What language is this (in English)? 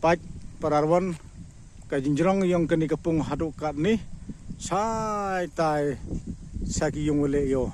Pnar